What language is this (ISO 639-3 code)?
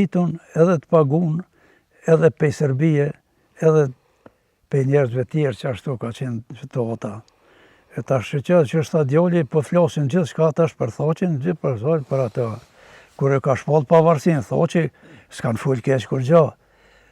sqi